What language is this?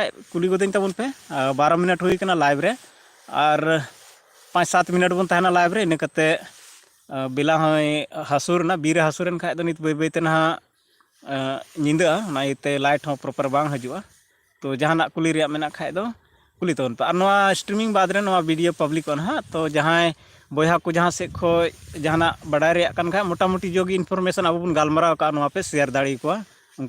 Santali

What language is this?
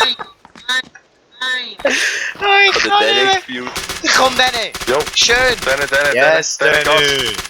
Swiss German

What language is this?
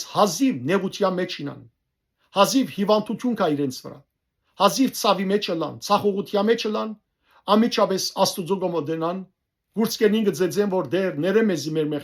Western Armenian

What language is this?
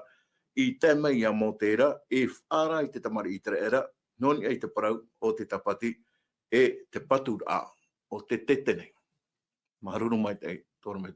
Tahitian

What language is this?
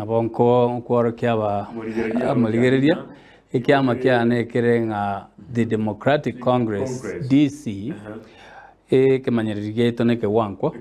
Gusii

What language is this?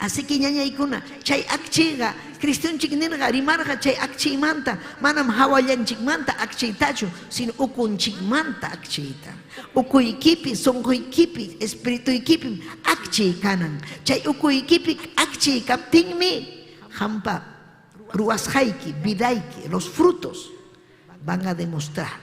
Ayacucho Quechua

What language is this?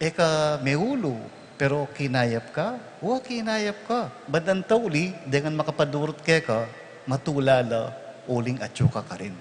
Pampanga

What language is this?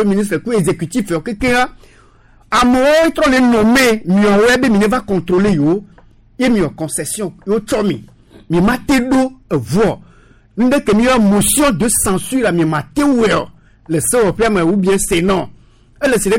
Gen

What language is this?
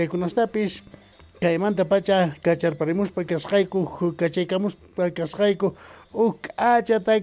South Bolivian Quechua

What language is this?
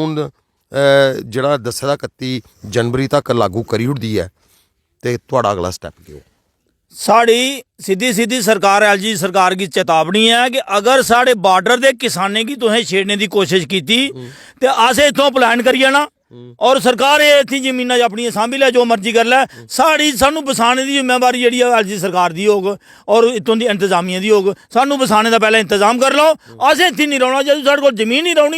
Dogri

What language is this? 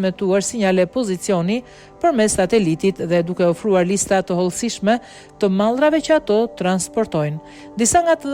Albanian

